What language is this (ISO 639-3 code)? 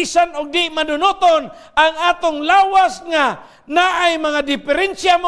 ceb